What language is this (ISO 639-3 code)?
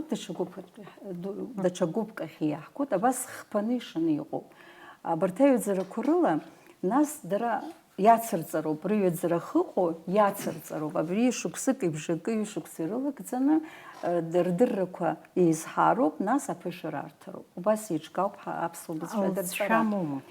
abk